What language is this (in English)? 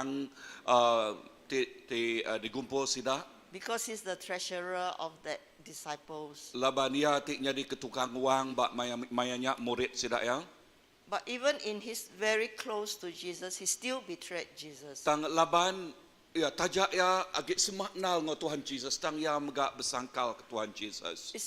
Iban